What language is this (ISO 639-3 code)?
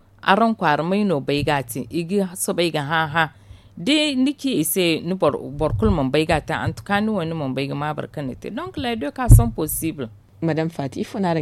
dje